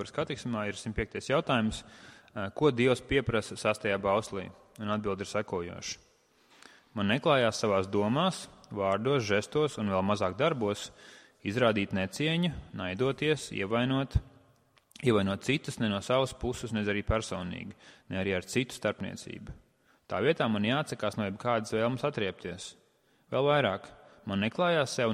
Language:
Latvian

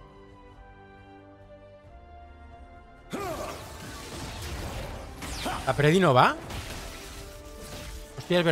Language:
Spanish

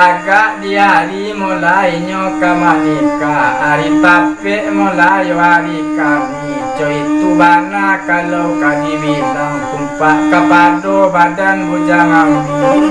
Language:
Minangkabau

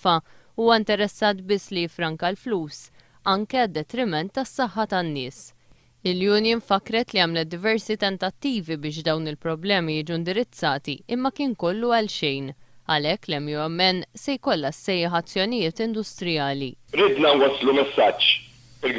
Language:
Maltese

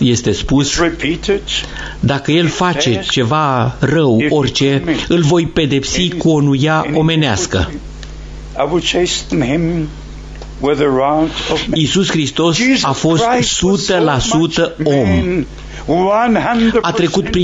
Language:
Romanian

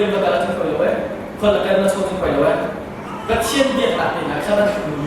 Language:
Hakha Chin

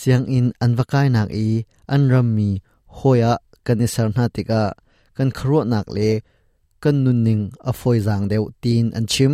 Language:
Hakha Chin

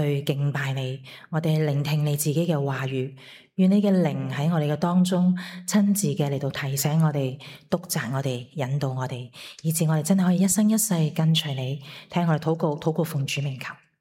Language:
Cantonese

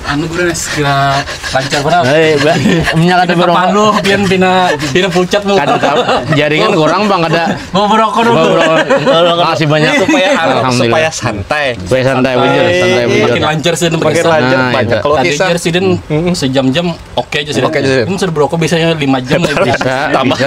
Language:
Banjar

